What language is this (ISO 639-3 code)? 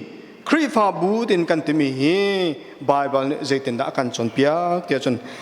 cnh